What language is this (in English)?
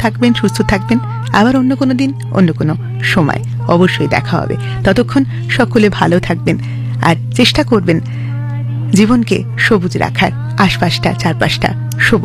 Bangla